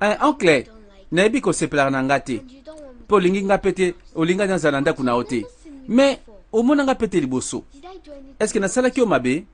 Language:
Lingala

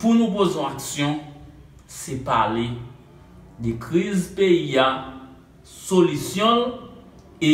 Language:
Haitian Creole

